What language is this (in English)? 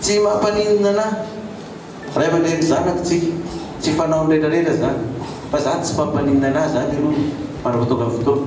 Malagasy